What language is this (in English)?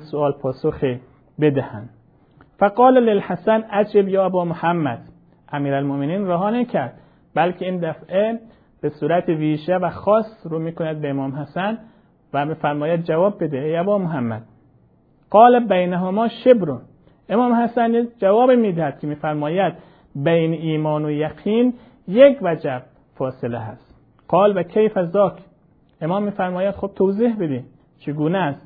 Persian